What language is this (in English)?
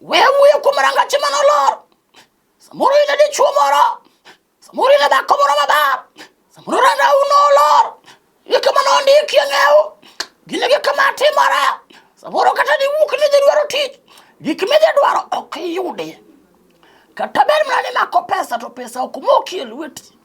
Luo (Kenya and Tanzania)